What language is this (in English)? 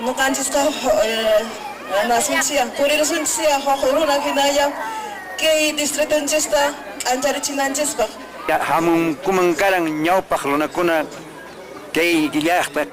Quechua